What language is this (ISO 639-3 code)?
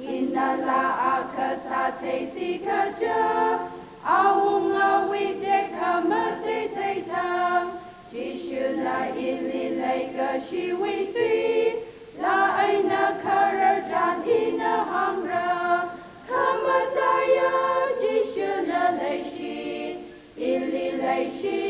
nmf